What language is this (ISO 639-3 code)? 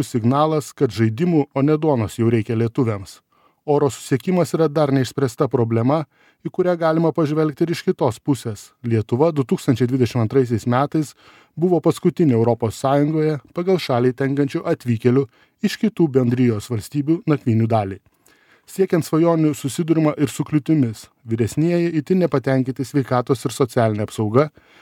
lit